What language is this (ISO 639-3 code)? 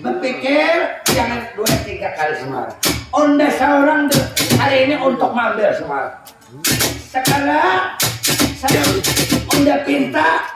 bjn